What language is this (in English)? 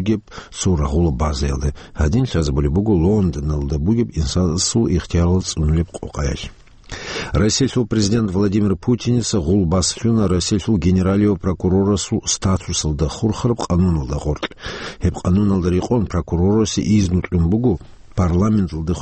Avaric